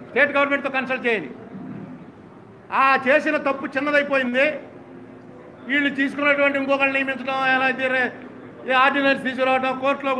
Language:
Telugu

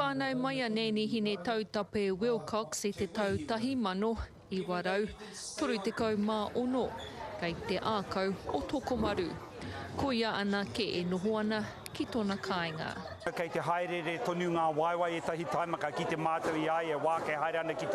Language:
Māori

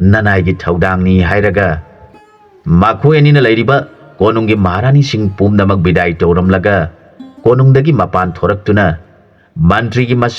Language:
Manipuri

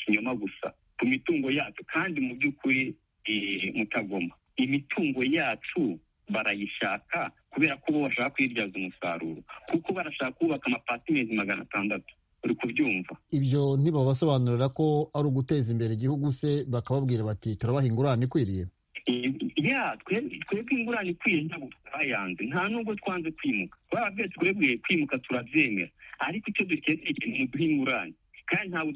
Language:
Kinyarwanda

